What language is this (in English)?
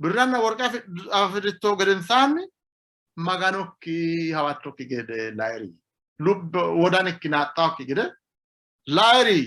Sidamo